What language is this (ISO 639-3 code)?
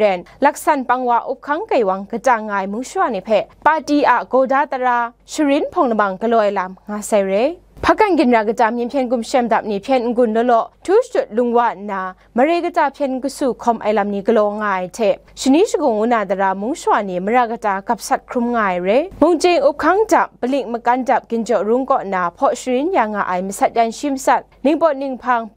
kac